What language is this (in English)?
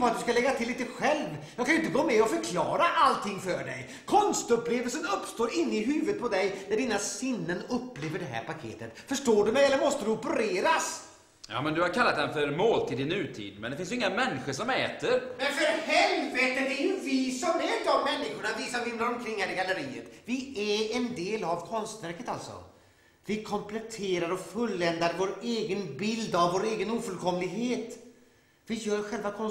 Swedish